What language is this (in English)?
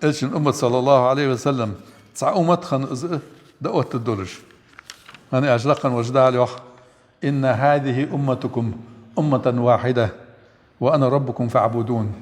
Ingush